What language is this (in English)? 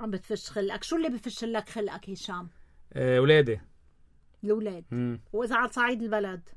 North Levantine Arabic